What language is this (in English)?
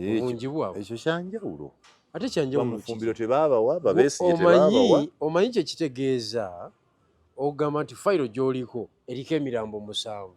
Ganda